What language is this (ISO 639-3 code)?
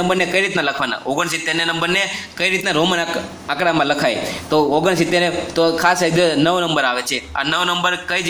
guj